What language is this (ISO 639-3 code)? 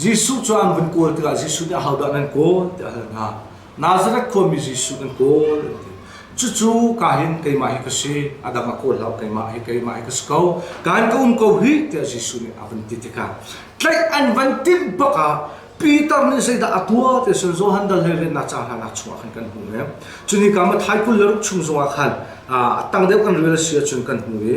cnh